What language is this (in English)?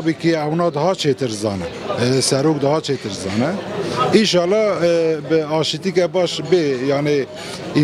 Kurdish